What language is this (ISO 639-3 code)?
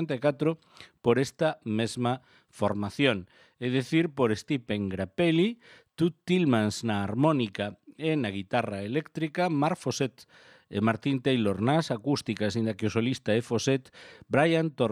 glg